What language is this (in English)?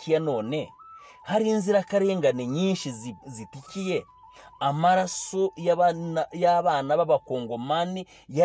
Kinyarwanda